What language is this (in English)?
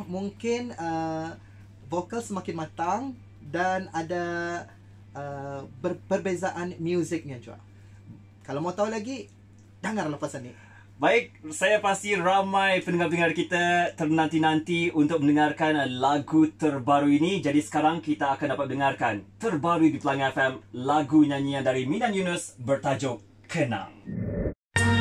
Malay